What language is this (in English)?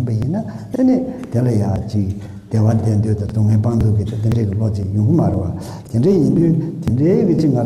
Tibetan